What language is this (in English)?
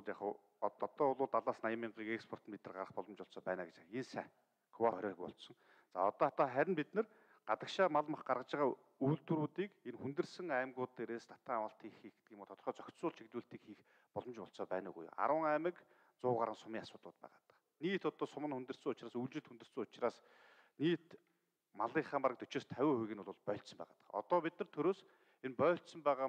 Mongolian